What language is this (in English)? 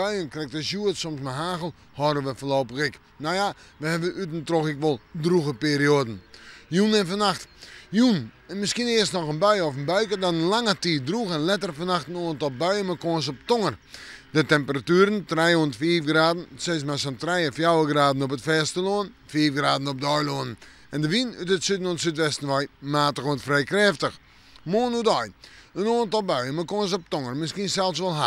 Western Frisian